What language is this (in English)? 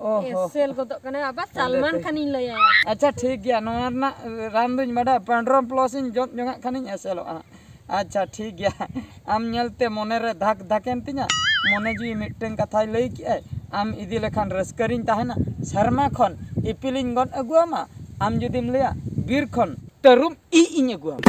Santali